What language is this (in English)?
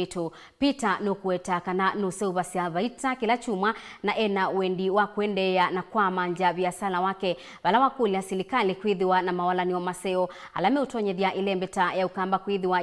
Kamba